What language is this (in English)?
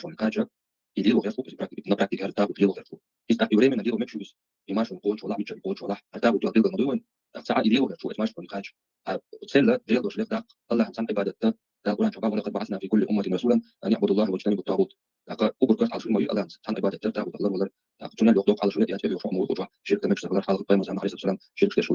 Chechen